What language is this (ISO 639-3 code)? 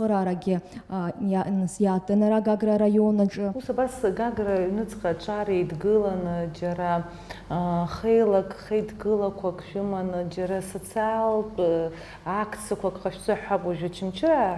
abk